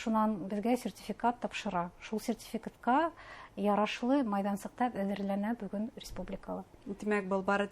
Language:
Bashkir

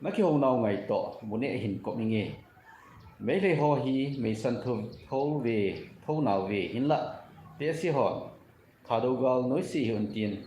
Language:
Thado Chin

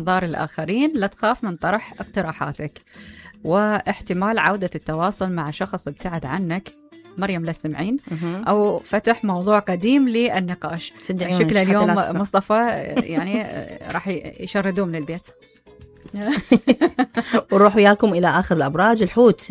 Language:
Mesopotamian Arabic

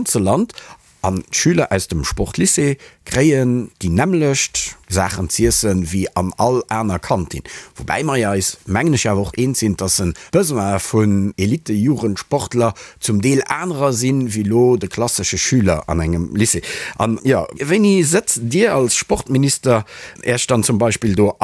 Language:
Luxembourgish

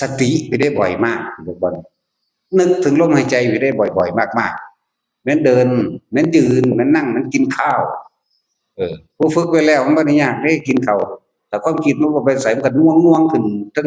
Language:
Northeastern Thai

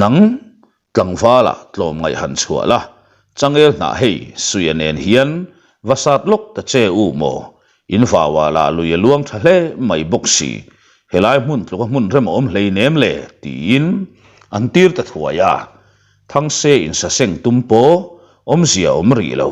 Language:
Mizo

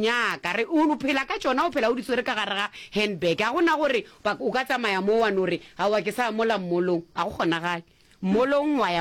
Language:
Northern Sotho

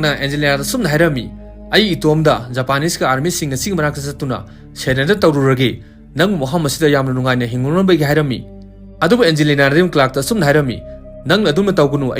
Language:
Manipuri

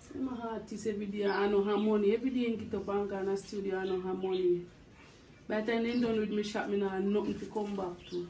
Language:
Jamaican Creole English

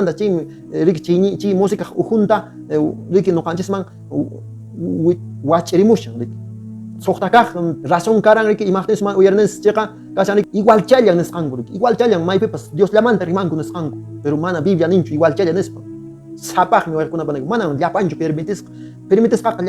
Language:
Quechua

